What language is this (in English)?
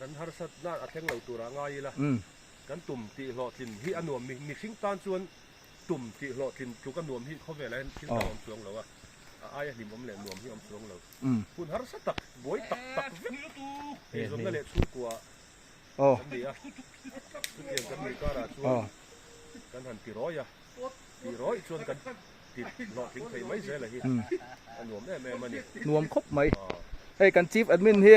Mizo